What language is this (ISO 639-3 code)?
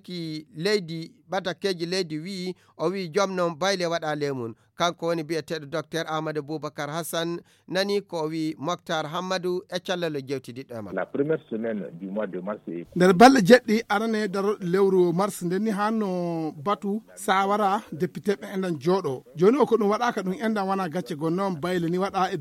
ful